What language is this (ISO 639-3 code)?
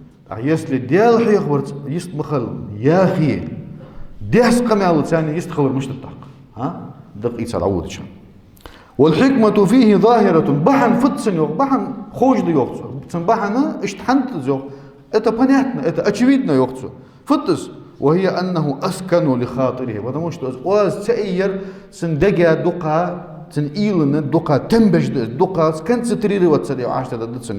inh